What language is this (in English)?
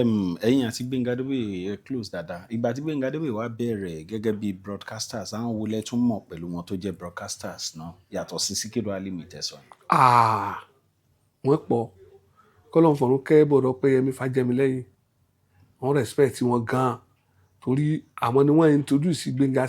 Yoruba